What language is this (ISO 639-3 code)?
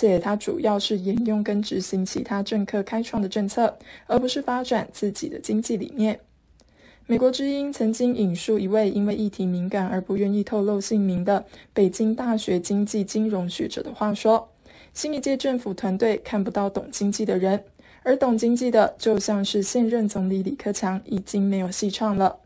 zho